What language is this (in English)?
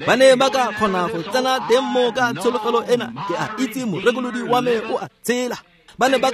Tswana